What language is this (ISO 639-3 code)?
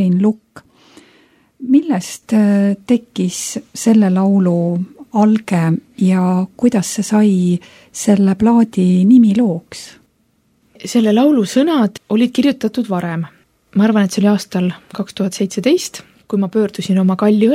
est